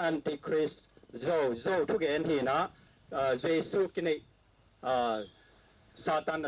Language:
Tedim Chin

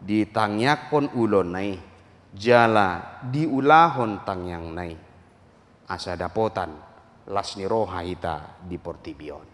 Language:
Batak Toba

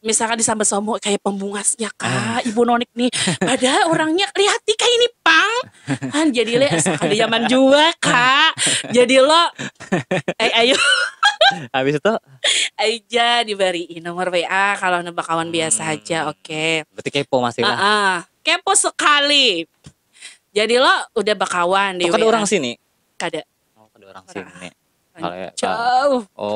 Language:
Banjar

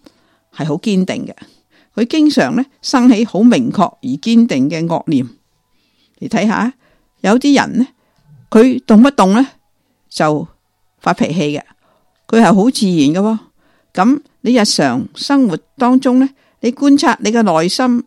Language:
Cantonese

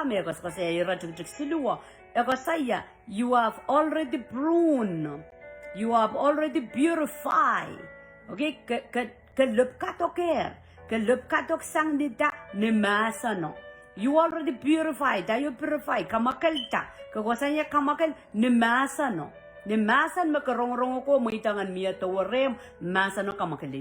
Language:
Pohnpeian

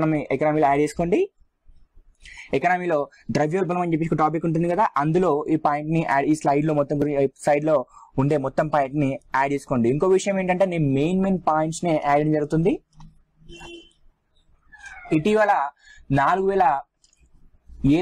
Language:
Telugu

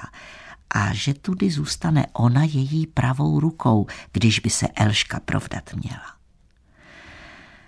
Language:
Czech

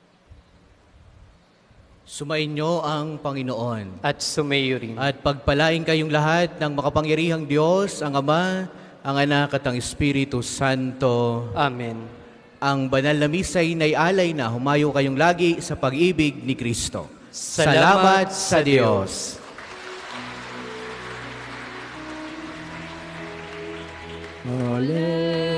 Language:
Filipino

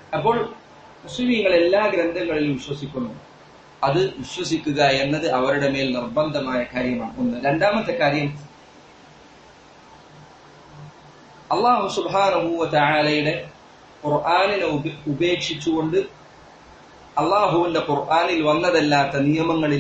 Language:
Malayalam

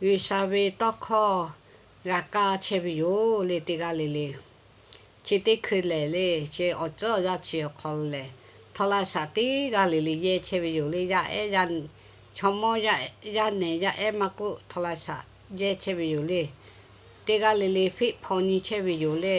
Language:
Lahu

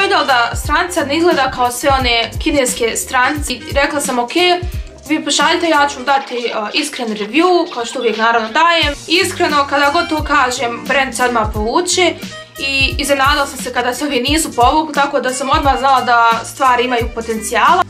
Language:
Croatian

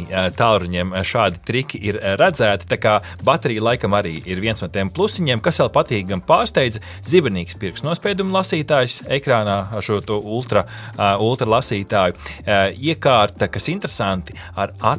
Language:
Latvian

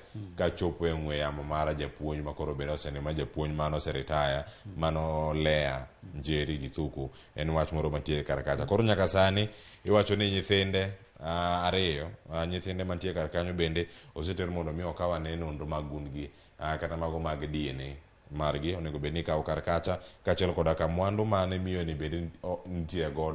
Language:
Luo (Kenya and Tanzania)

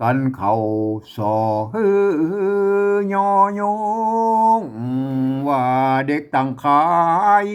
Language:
Northern Thai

